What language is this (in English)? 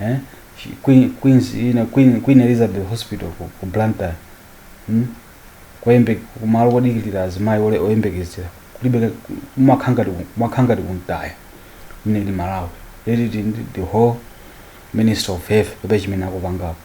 Nyanja